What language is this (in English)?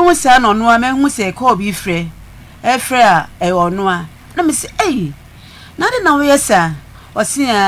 Akan